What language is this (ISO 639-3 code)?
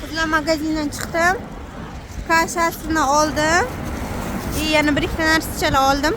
uzb